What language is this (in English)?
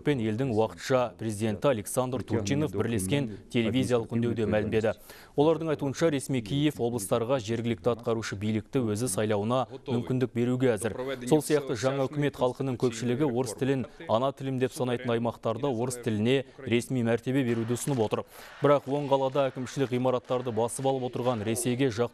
Kazakh